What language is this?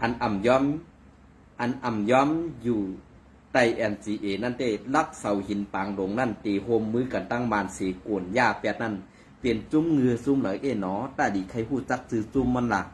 Shan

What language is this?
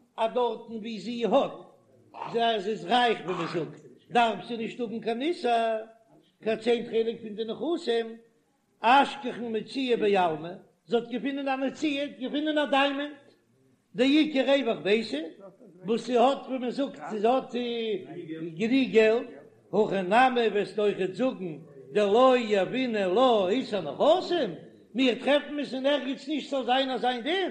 Yiddish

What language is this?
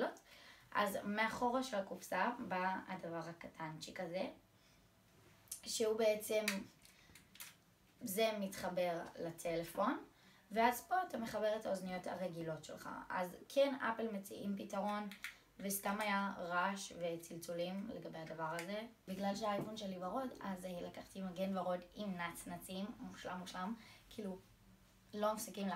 Hebrew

